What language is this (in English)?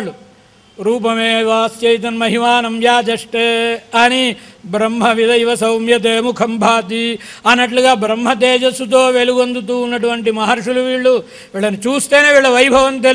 Telugu